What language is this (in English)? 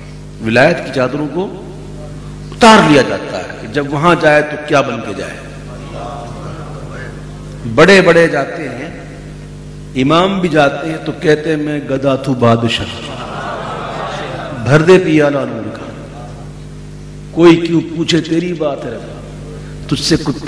Urdu